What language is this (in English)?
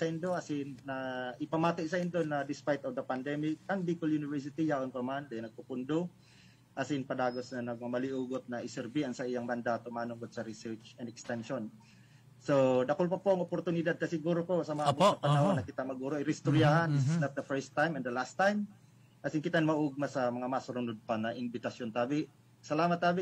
Bikol